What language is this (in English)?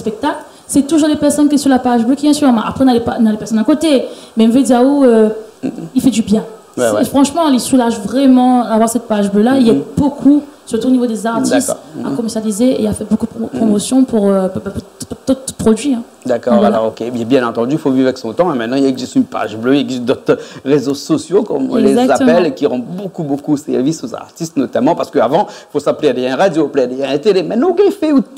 Réunion Creole French